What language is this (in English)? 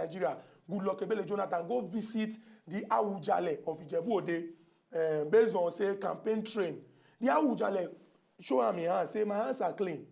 Nigerian Pidgin